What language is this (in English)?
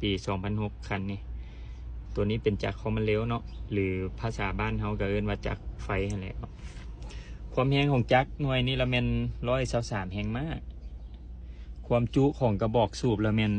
Lao